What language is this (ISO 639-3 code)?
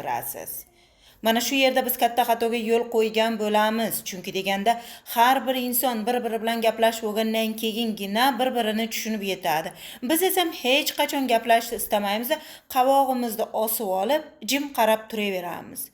uzb